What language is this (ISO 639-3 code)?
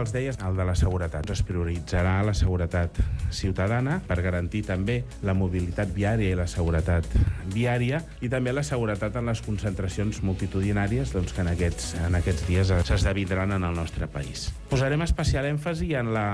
cat